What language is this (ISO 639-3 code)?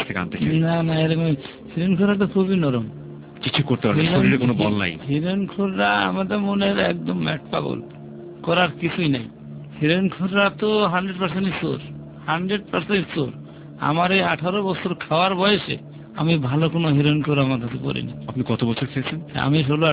ben